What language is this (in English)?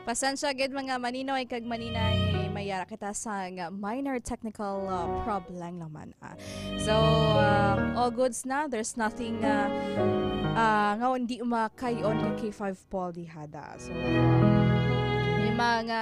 Hiligaynon